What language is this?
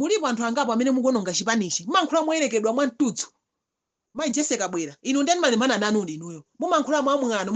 Nyanja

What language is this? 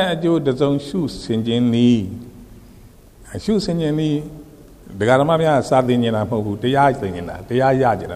Burmese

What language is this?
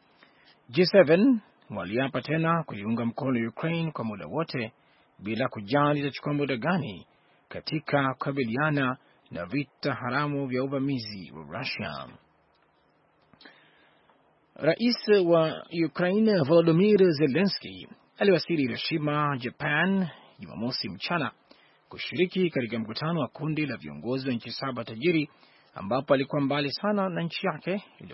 Swahili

